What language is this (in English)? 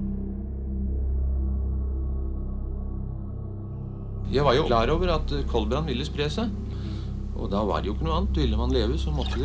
Norwegian